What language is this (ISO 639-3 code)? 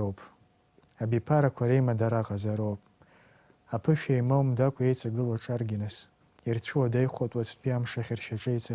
abk